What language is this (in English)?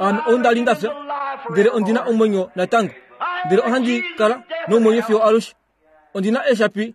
Kuanyama